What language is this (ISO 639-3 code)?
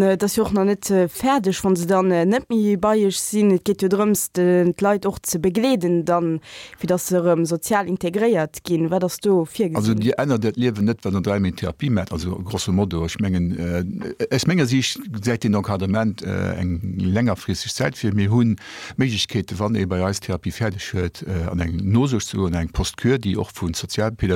ltz